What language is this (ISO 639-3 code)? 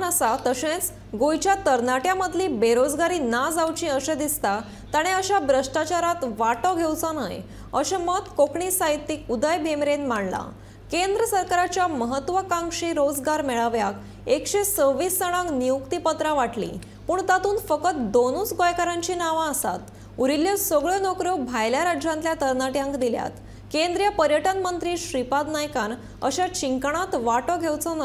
kok